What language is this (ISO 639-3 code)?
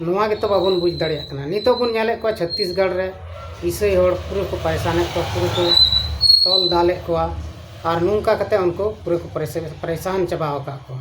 sat